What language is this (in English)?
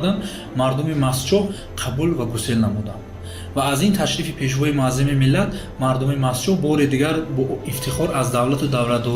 Tajik